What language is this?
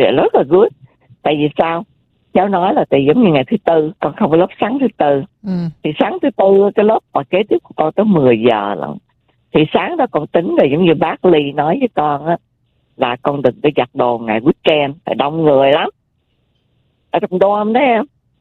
Vietnamese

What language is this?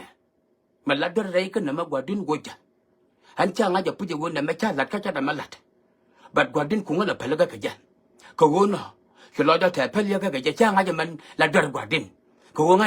Nuer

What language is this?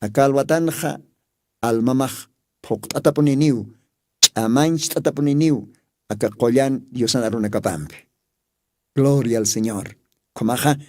Aymara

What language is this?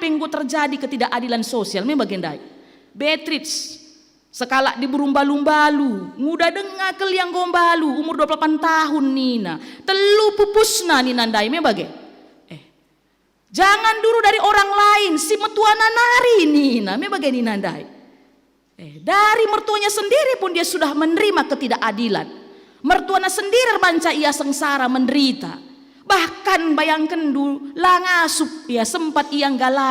Batak Karo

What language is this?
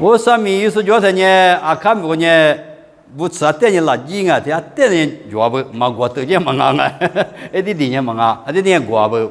Lisu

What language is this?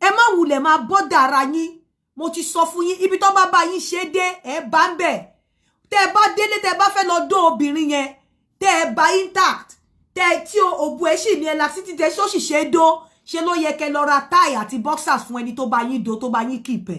Yoruba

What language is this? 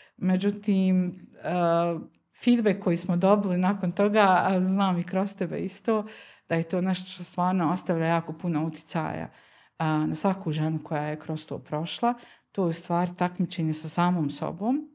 Bosnian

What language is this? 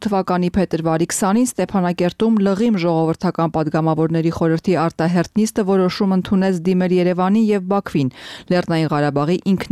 Armenian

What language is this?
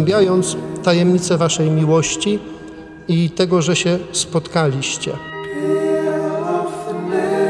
Polish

